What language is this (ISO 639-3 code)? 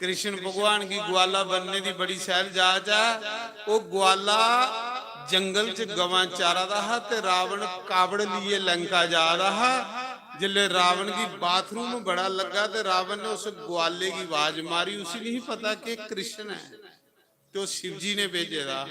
doi